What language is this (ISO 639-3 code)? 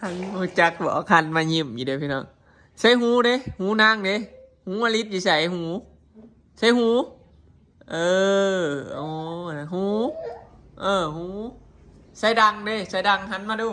tts